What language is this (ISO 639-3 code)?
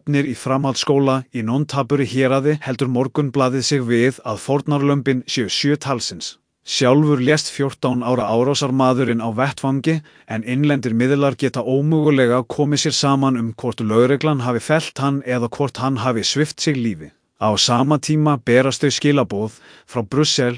isl